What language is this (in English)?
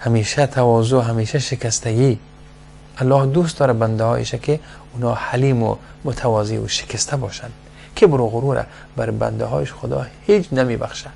Persian